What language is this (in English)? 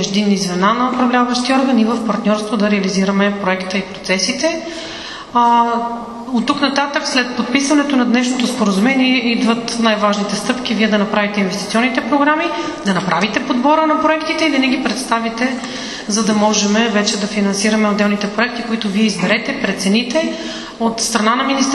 Bulgarian